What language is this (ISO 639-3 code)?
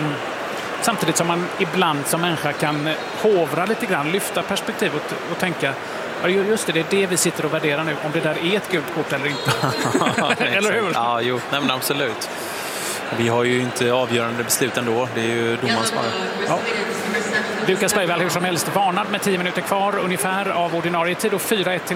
swe